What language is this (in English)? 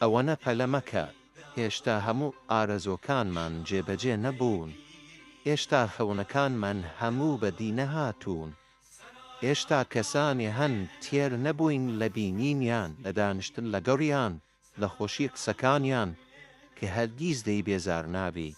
Central Kurdish